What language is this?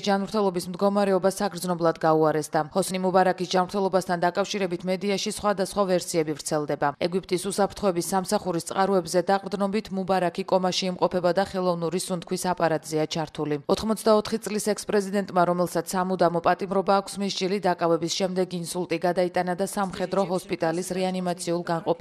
Georgian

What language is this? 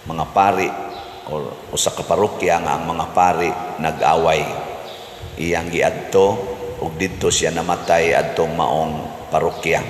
Cebuano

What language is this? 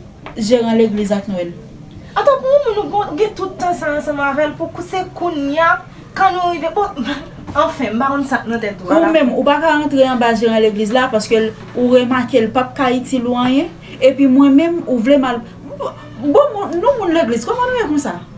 Haitian Creole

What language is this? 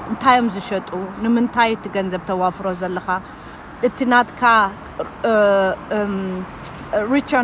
Tigrinya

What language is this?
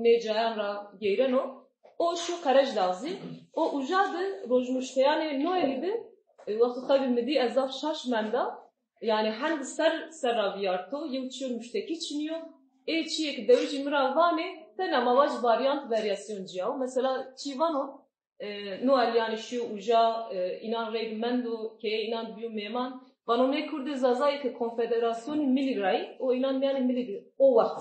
Zaza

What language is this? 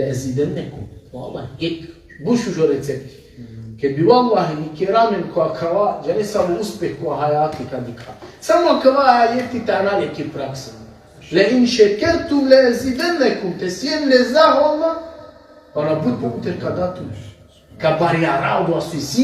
Balkan Romani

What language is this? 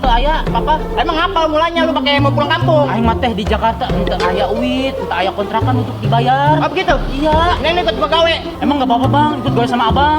Betawi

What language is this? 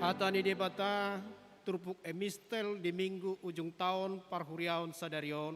Batak Toba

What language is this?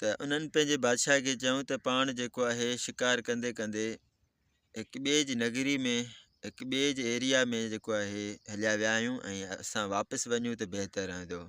Sindhi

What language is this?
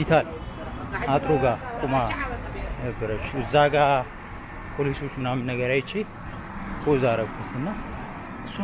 Amharic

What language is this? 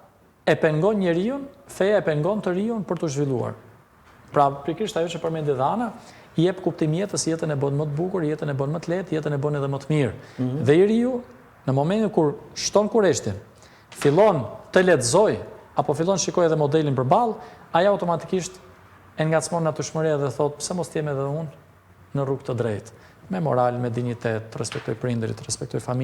Albanian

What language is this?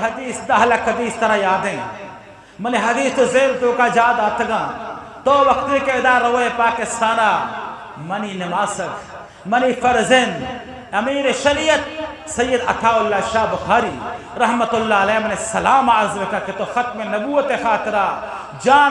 Eastern Balochi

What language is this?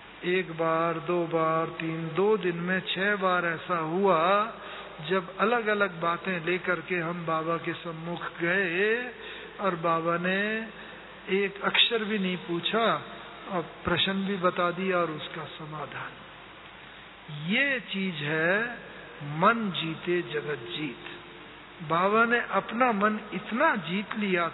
Hindi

